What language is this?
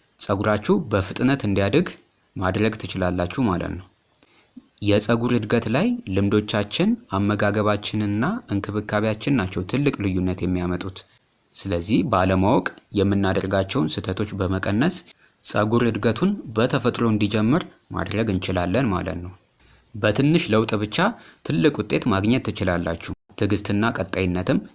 Amharic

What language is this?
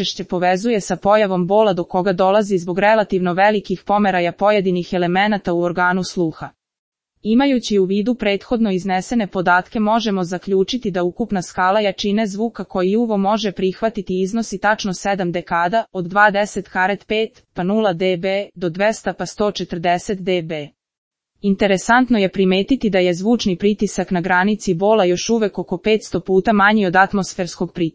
Serbian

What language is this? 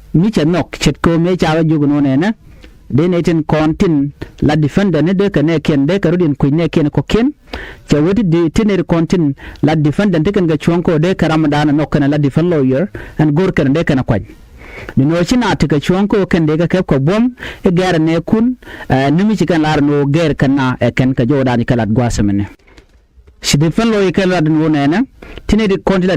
Nuer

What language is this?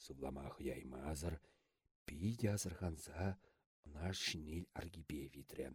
Chuvash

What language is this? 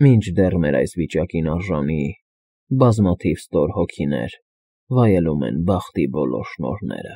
Armenian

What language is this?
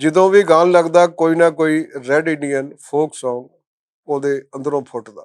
Western Panjabi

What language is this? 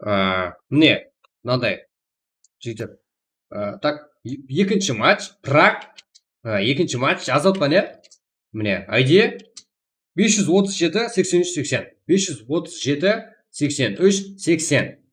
Kara-Kalpak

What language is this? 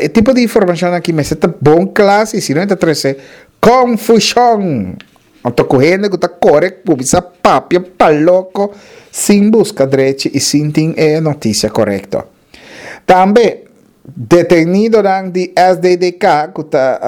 Papiamento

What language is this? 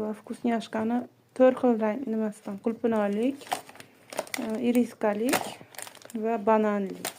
Uzbek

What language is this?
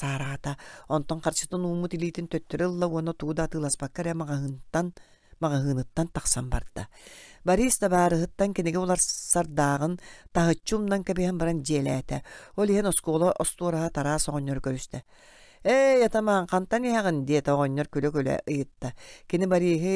Yakut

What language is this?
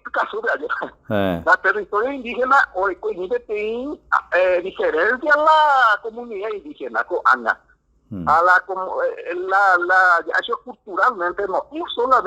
Guarani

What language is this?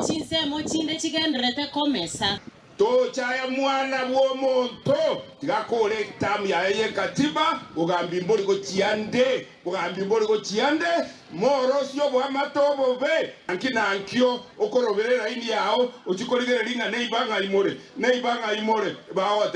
Gusii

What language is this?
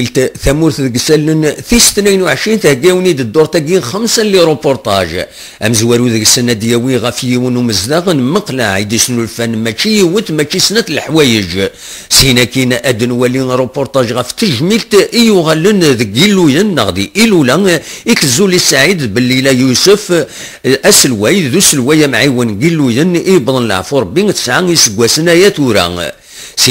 Kabyle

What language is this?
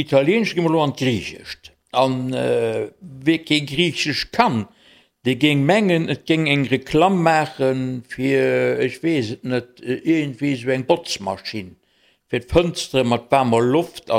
Luxembourgish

